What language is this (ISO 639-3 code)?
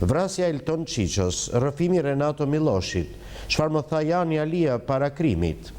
sqi